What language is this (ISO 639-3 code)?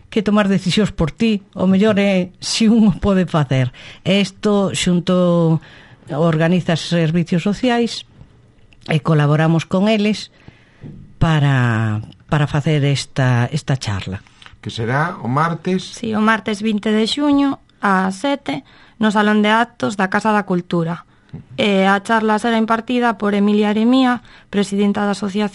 glg